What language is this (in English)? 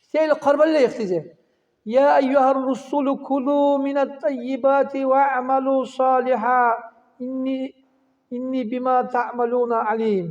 Dargwa